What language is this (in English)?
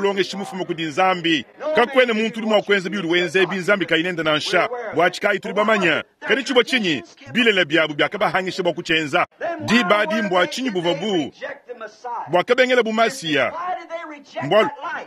Luba-Lulua